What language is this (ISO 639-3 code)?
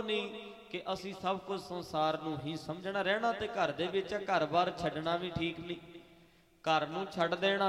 pan